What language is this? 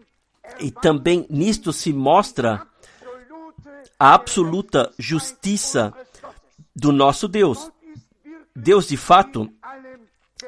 Portuguese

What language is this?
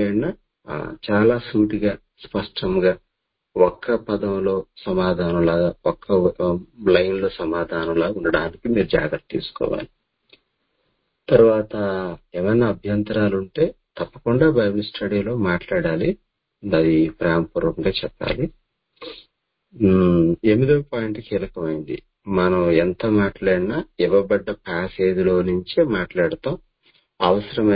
Telugu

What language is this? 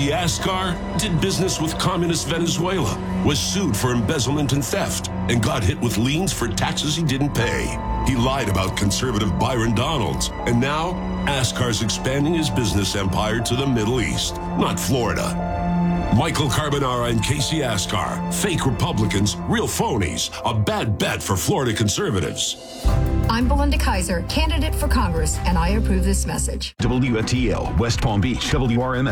English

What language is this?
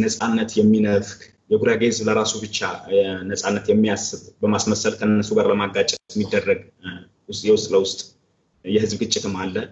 Amharic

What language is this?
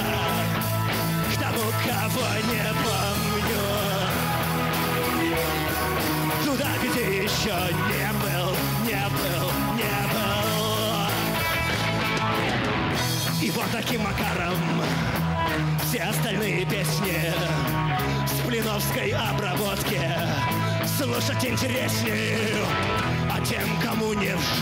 Russian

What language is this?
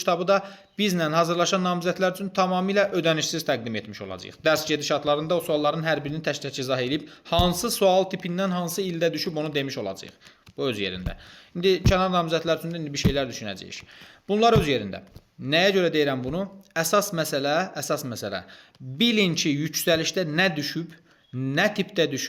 Azerbaijani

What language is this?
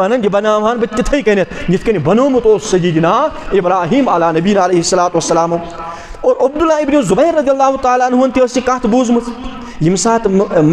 Kashmiri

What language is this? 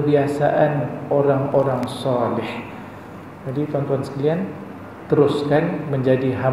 Malay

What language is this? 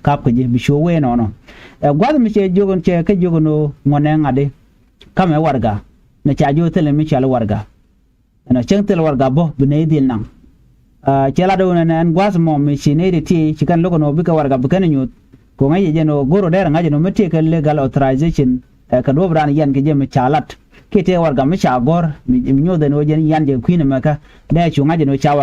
Nuer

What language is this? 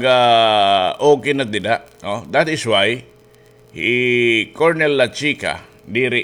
Waray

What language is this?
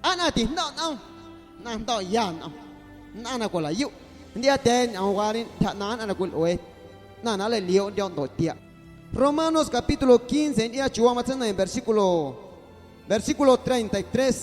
Guerrero Amuzgo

